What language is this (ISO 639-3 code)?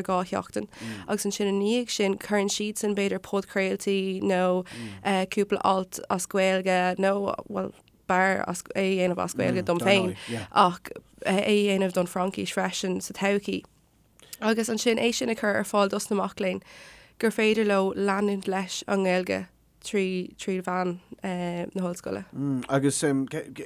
gle